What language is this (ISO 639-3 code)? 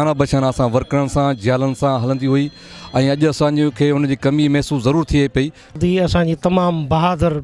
snd